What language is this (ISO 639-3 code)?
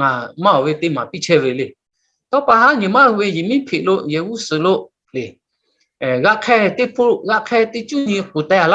lhu